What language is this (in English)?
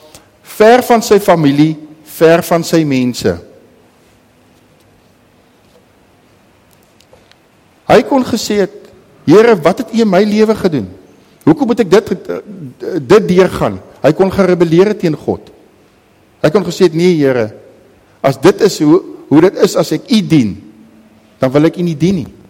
Afrikaans